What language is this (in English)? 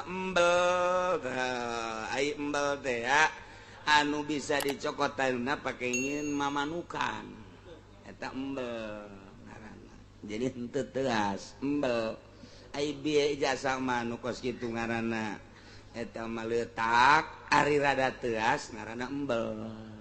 Sundanese